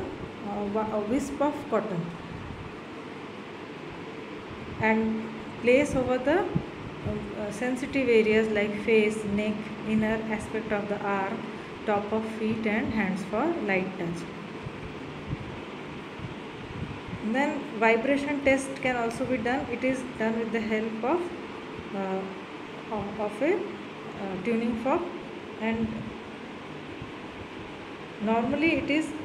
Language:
English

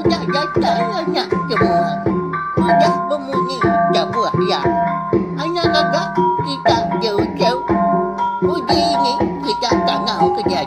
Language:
Iban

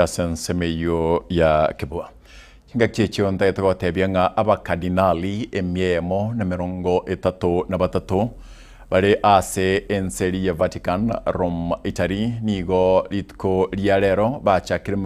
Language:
Gusii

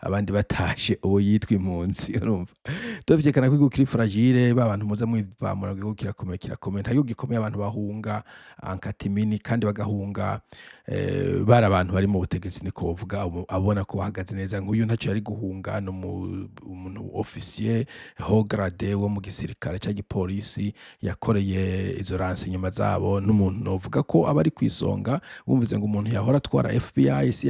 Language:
Rundi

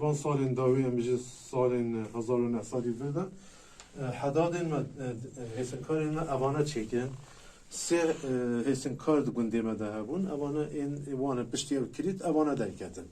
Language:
Kurdish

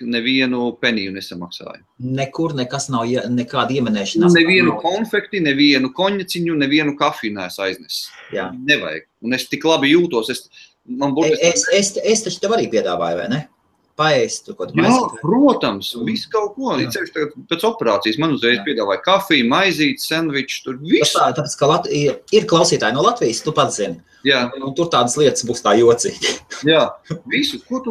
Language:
Latvian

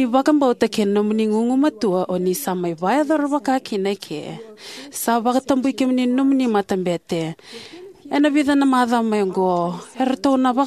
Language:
Fijian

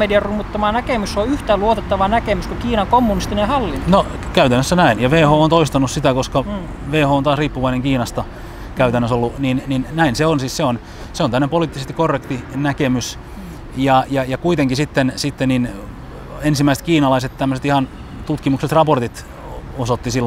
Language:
Finnish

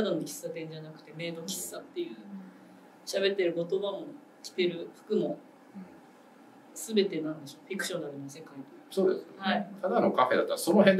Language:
Japanese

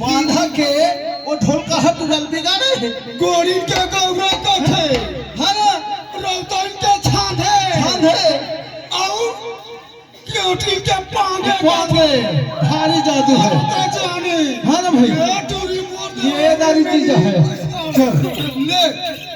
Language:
Chhattisgarhi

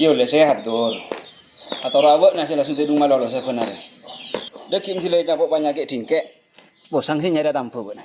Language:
Madurese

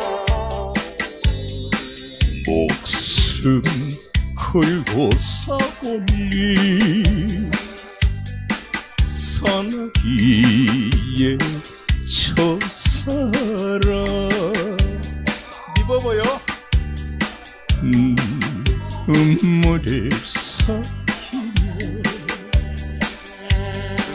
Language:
Korean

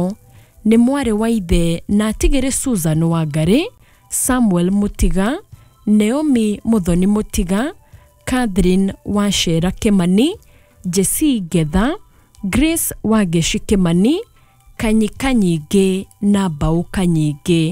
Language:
Kikuyu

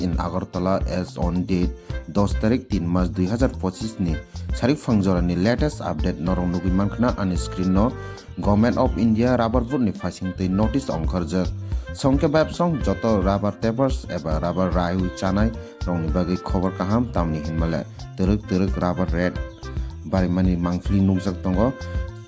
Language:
Kok Borok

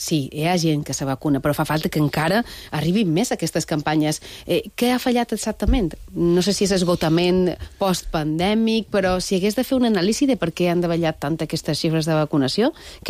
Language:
Catalan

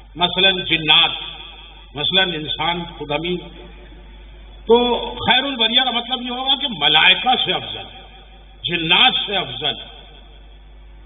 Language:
Urdu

